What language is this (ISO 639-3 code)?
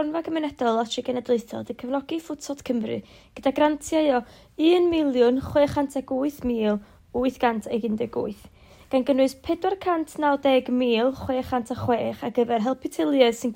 cym